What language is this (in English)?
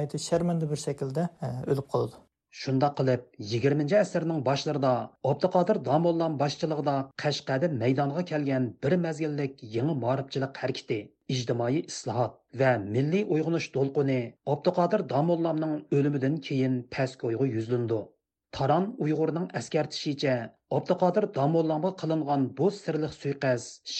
Uyghur